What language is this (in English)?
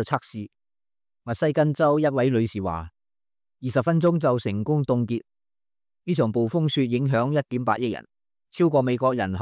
Cantonese